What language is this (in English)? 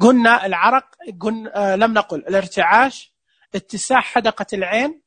Najdi Arabic